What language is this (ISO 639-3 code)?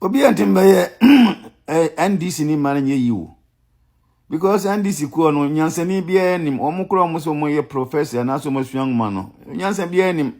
aka